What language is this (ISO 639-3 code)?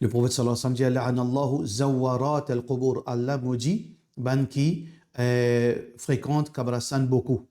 mfe